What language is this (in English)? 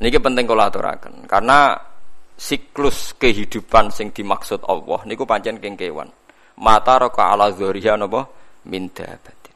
Javanese